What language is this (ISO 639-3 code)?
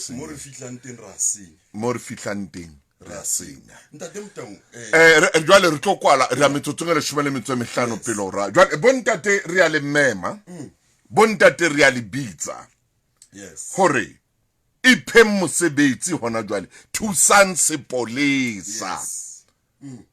sot